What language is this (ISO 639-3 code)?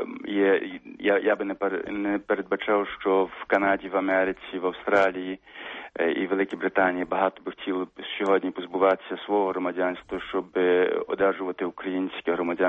ukr